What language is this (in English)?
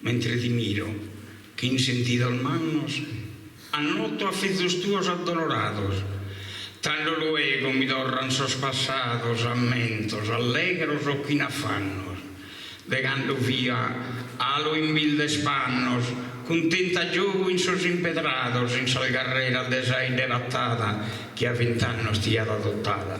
Sardinian